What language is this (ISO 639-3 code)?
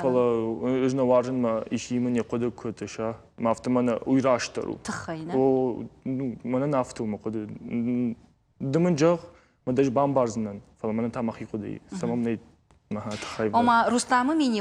oss